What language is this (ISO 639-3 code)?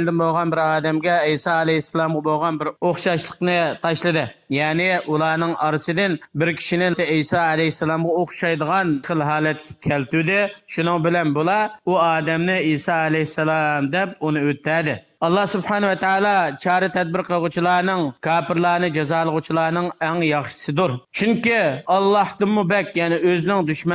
uig